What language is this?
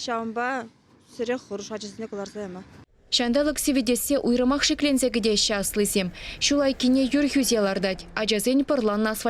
Chuvash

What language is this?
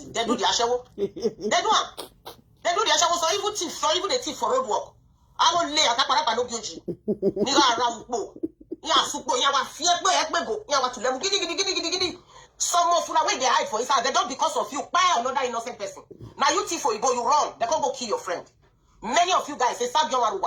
Nigerian Pidgin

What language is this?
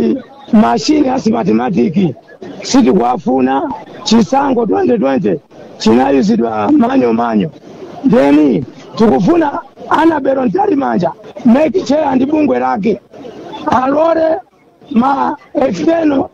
Nyanja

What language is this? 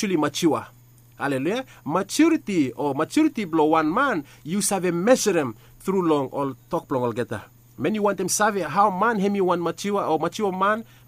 Bislama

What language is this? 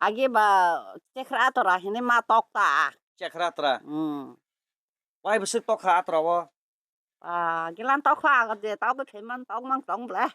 Kok Borok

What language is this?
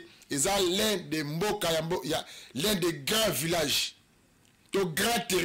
Lingala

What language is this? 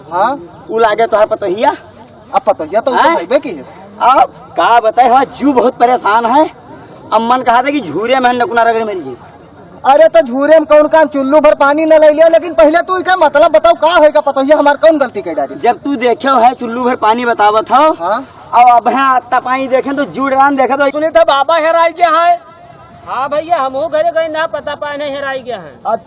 Awadhi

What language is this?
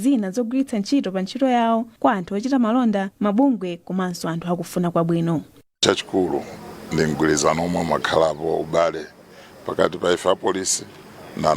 Nyanja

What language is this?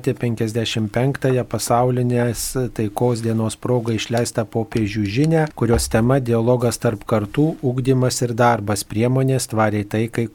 Lithuanian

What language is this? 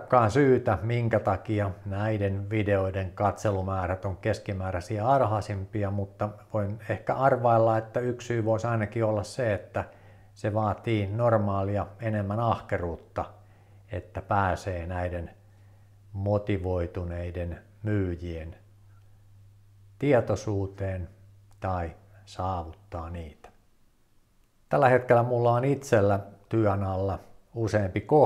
Finnish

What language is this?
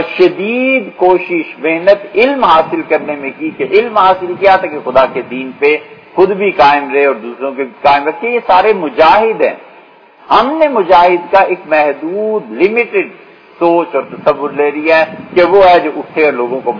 Urdu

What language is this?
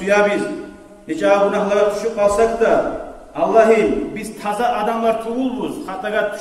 Kumyk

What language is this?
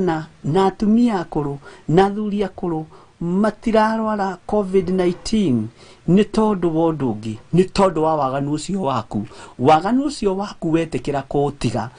Kikuyu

